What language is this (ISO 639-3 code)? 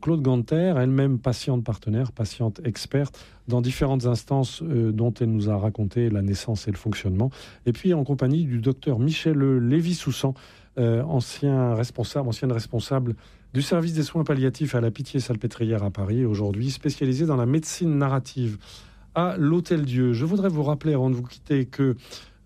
fra